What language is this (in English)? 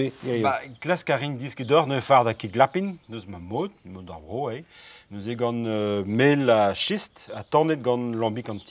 Breton